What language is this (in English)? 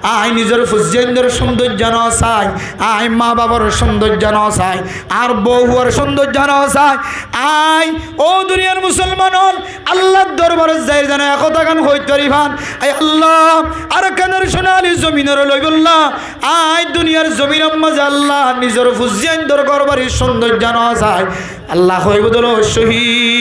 Rohingya